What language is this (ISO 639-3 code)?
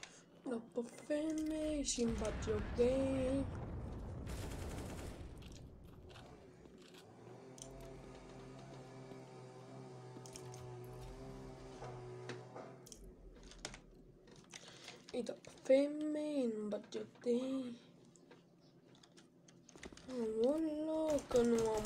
ron